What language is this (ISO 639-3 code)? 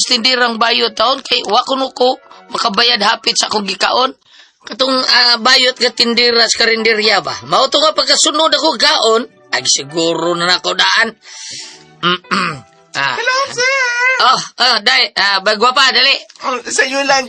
ceb